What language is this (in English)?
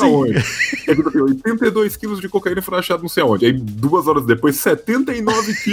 Portuguese